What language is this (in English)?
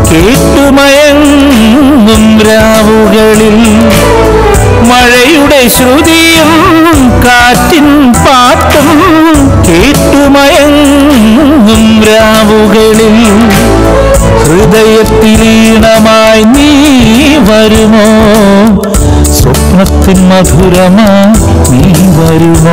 Malayalam